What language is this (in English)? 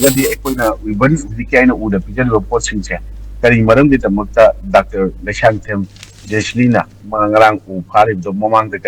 Manipuri